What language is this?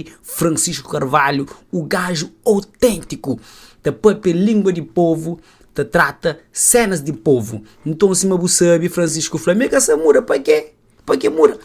Kabuverdianu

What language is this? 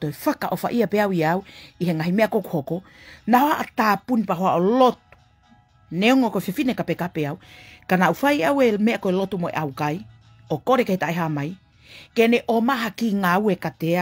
Tongan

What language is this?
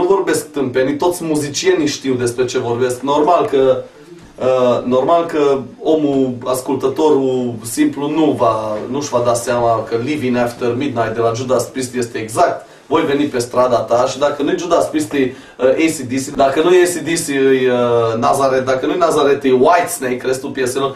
Romanian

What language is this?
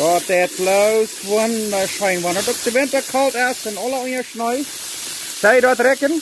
Plautdietsch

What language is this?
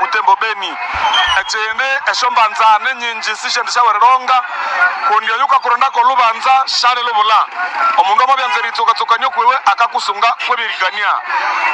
Nande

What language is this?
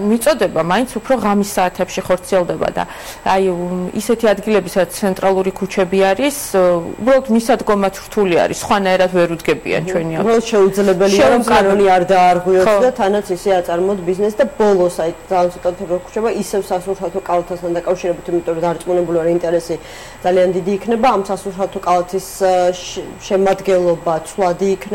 Georgian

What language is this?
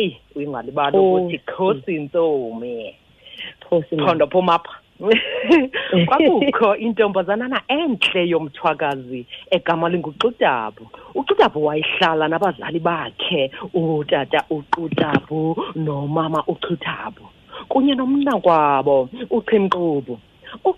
Xhosa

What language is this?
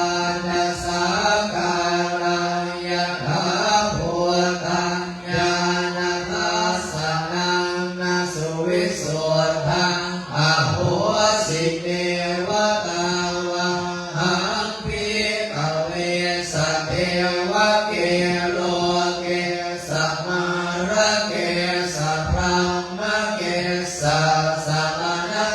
Pali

